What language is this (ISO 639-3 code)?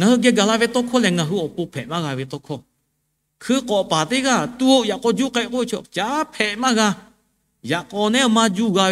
lhu